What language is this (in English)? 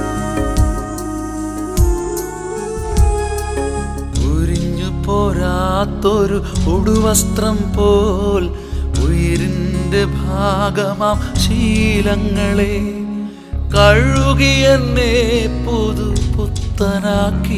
Malayalam